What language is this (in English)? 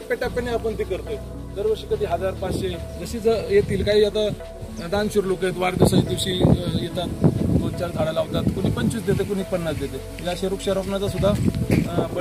Marathi